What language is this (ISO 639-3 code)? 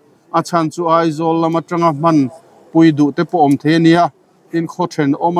lus